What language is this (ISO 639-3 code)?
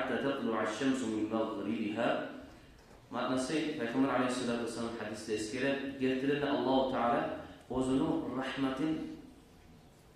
kum